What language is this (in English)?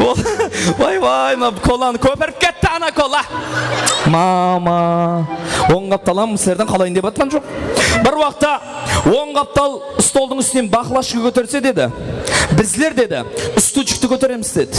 Kara-Kalpak